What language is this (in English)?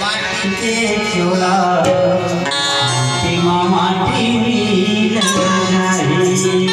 Chhattisgarhi